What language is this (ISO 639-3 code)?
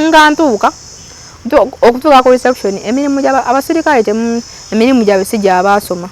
lug